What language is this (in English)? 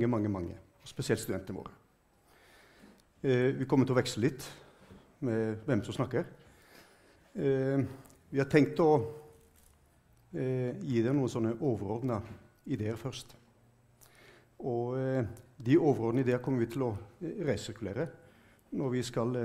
Norwegian